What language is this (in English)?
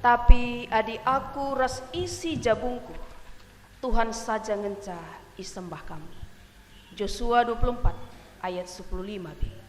Batak Karo